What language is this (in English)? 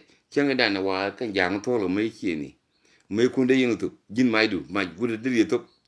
Nuer